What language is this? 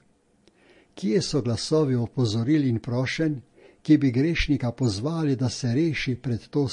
Slovenian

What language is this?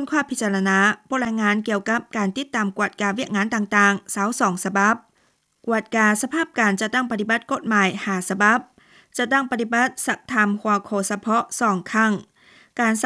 Lao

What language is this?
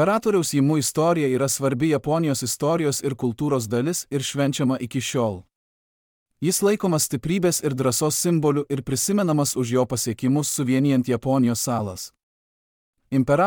Lithuanian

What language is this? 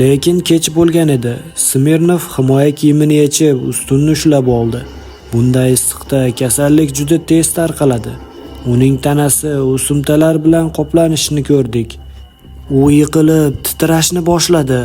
Uzbek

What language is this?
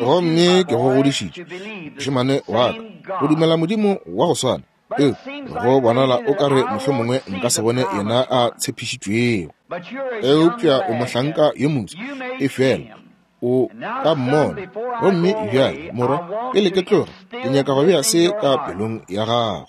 Northern Sotho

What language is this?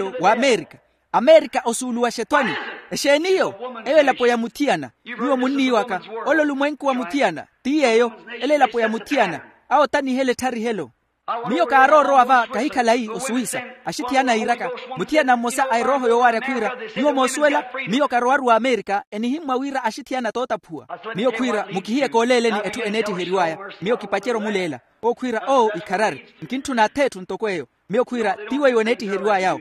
Makhuwa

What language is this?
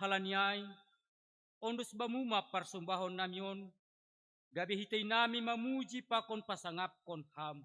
Batak Simalungun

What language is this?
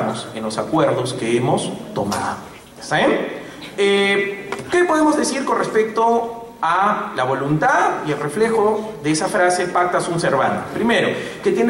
Spanish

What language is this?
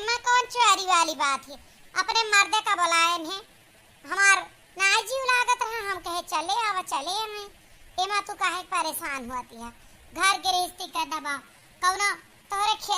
Awadhi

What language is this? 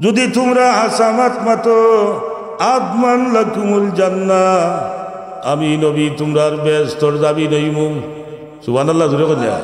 Sylheti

